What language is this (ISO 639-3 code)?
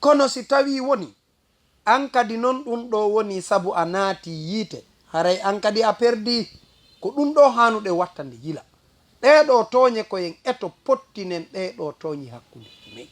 ful